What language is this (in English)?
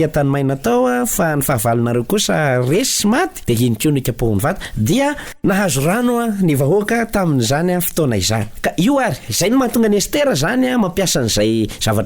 Malagasy